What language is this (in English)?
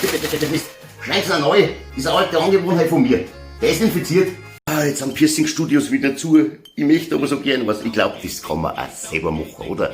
Bavarian